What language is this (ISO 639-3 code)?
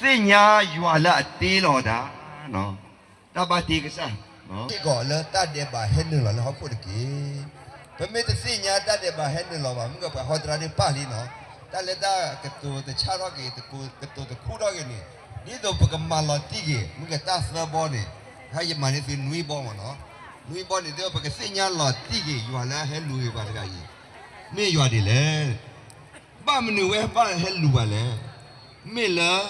ksw